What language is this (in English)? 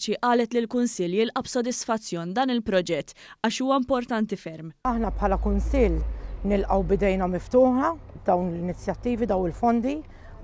Maltese